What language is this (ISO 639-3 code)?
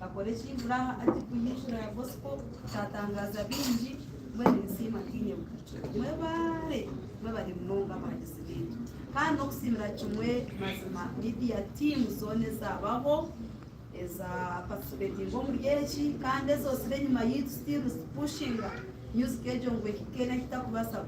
nyn